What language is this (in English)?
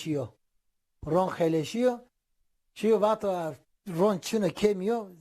Zaza